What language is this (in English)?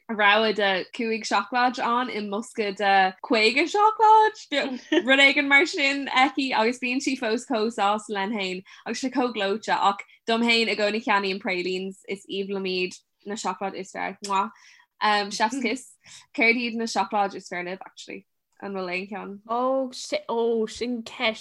Irish